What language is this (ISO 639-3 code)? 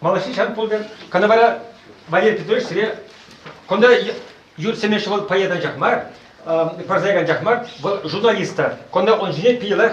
chv